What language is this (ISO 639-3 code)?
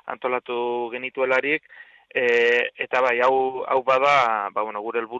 eus